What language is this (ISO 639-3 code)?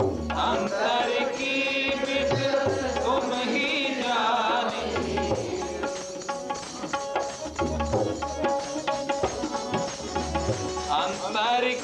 pan